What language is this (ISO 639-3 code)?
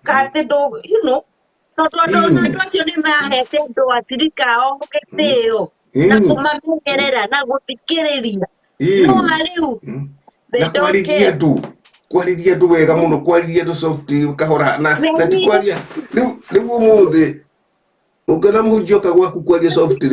kik